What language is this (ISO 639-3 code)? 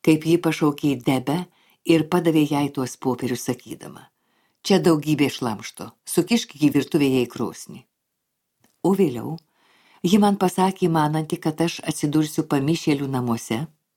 lit